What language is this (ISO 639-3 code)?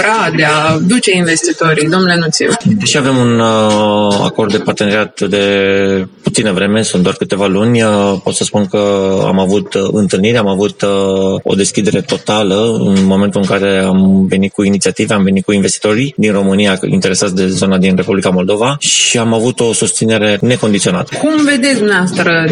ron